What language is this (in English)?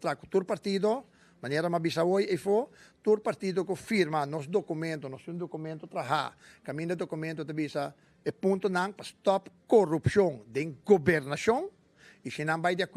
Papiamento